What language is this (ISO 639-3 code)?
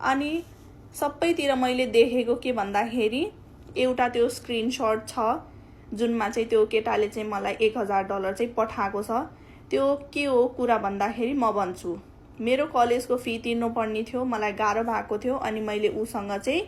nep